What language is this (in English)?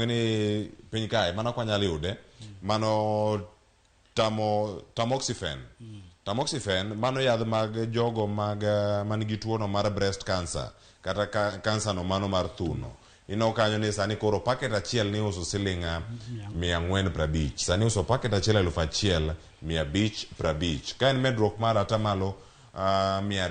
Luo (Kenya and Tanzania)